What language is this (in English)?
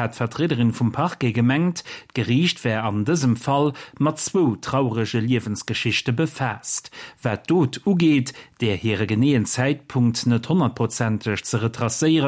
Luxembourgish